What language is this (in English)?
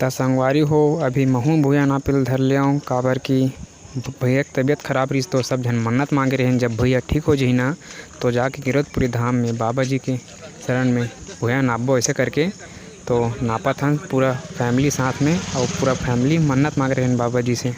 Chhattisgarhi